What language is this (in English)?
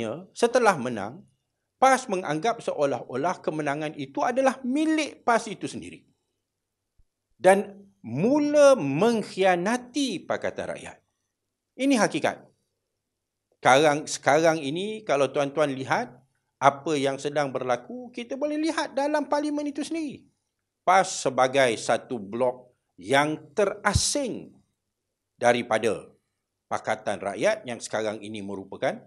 Malay